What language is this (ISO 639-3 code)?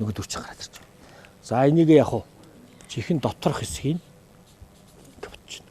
mon